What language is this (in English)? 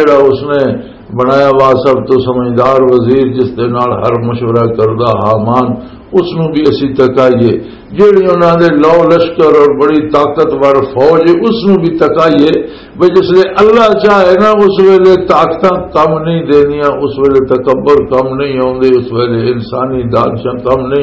Western Panjabi